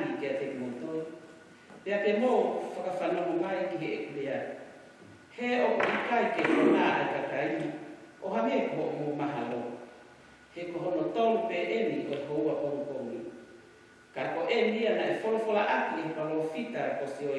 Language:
Tongan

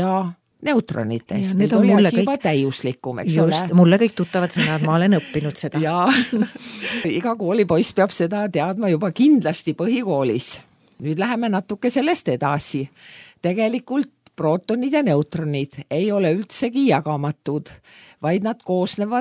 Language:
Estonian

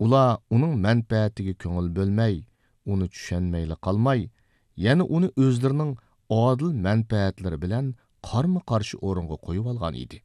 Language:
Uyghur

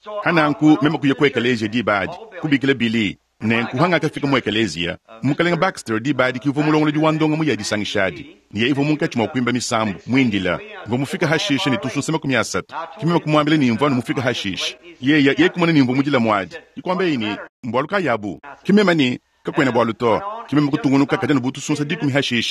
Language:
Luba-Lulua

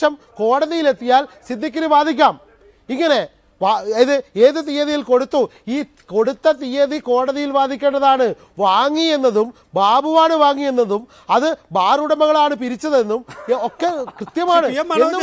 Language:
Malayalam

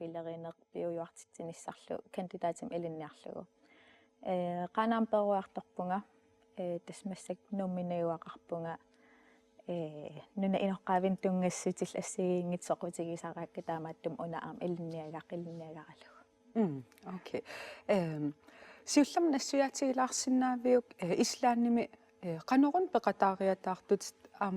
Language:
Kalaallisut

